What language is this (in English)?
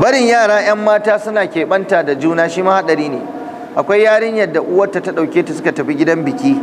Hausa